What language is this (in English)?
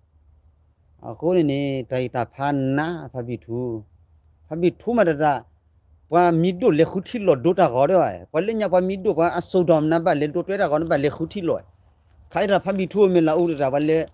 S'gaw Karen